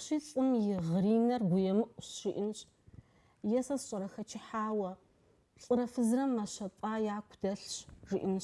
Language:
Kabardian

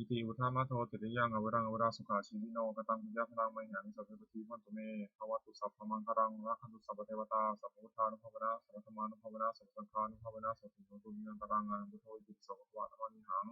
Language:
Pali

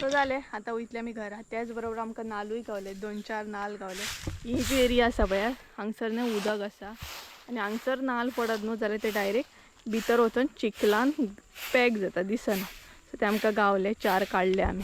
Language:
Konkani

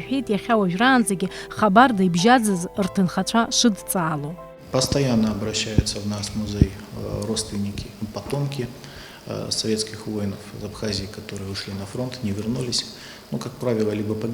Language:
Abkhazian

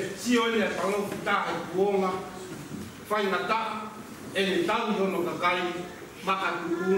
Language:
Tongan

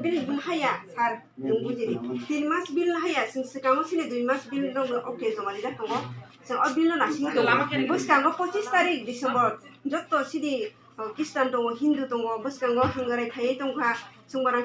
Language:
Kok Borok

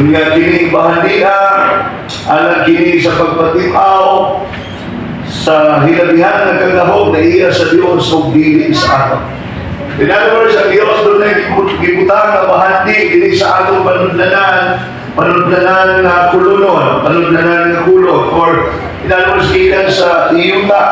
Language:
Cebuano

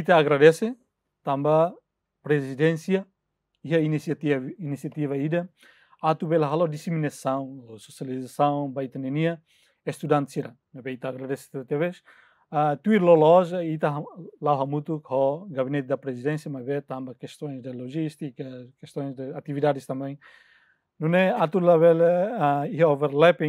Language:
Tetum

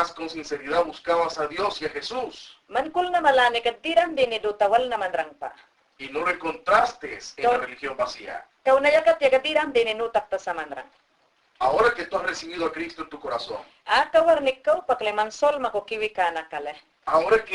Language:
Mayangna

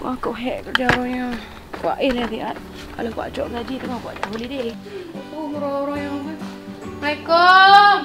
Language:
Achinese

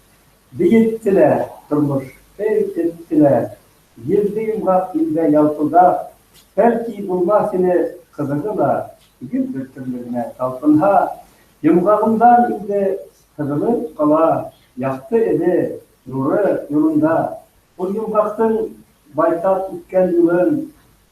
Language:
Bashkir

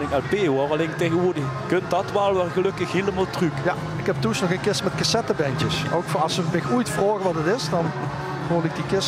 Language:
Limburgish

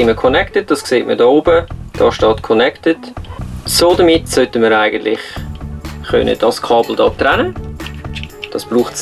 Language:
Swiss German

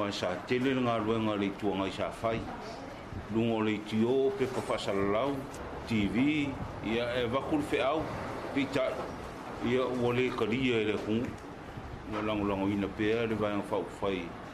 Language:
Samoan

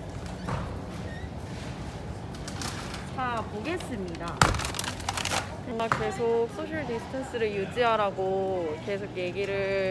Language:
Korean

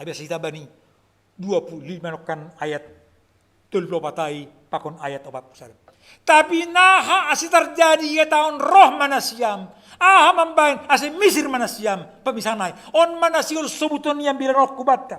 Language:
Batak Simalungun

